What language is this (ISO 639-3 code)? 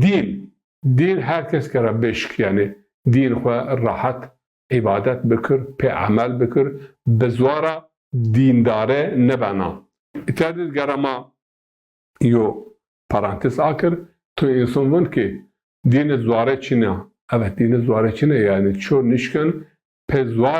zza